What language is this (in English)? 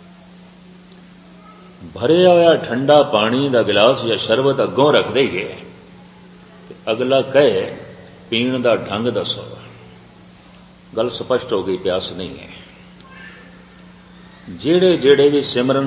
Punjabi